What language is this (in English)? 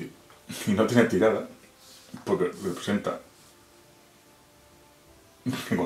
Spanish